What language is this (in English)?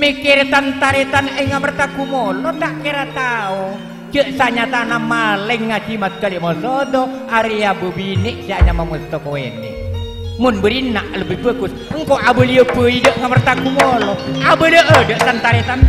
Madurese